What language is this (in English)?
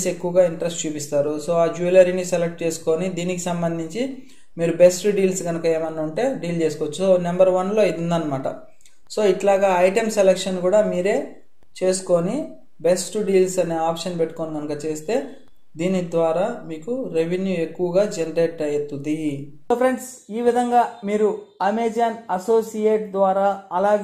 Telugu